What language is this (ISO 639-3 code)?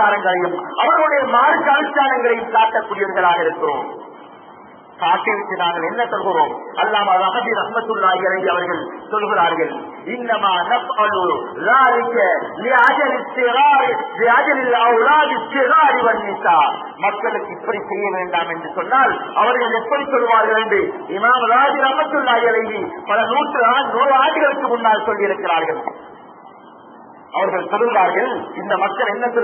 tam